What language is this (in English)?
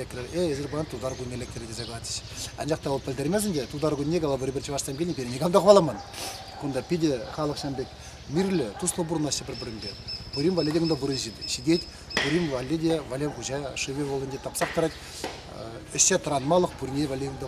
Chuvash